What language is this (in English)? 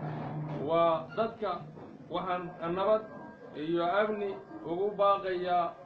Somali